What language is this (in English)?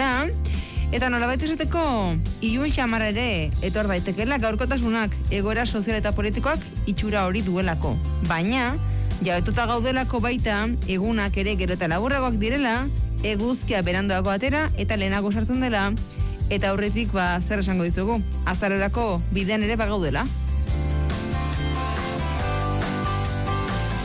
Basque